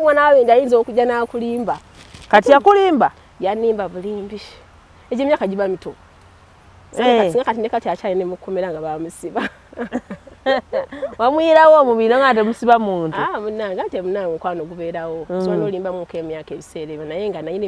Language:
Ganda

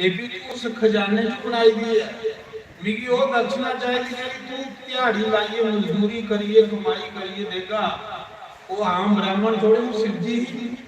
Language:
Dogri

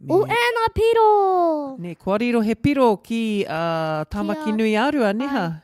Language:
Māori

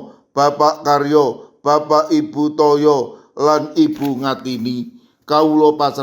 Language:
Javanese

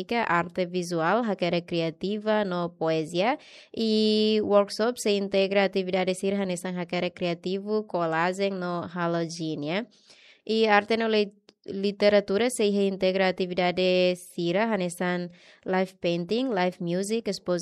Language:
Tetum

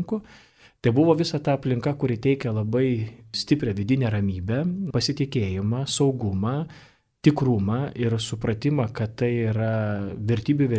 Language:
Lithuanian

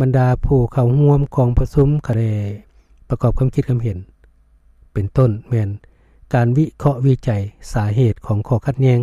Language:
Lao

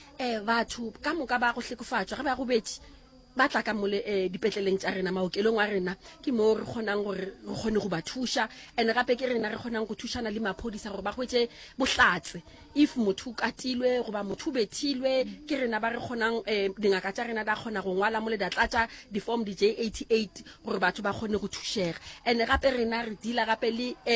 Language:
Northern Sotho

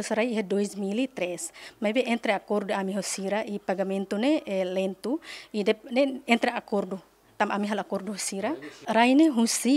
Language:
Tetum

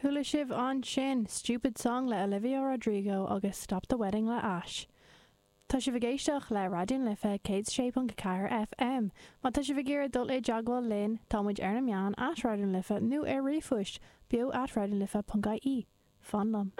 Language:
Irish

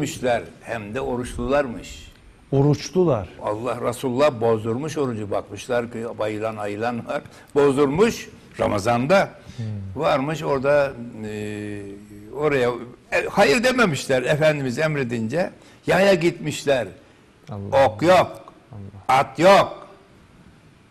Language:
Turkish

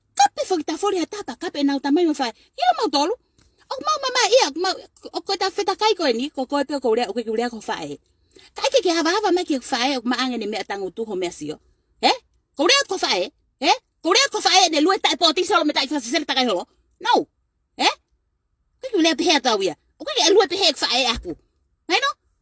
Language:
Tongan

